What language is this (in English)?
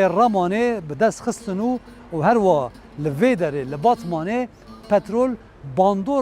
Kurdish